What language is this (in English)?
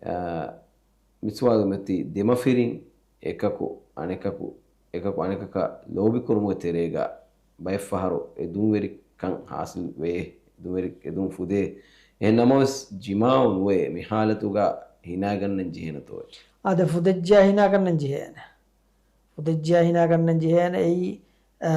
Divehi